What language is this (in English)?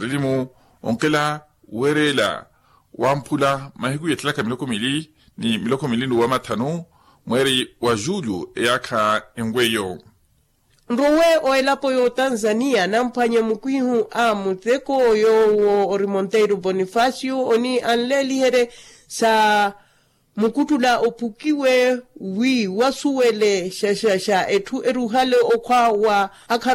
Makhuwa